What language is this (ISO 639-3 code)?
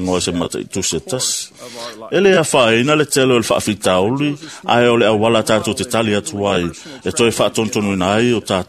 smo